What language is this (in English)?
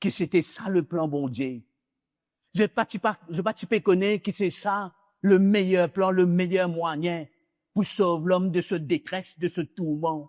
Morisyen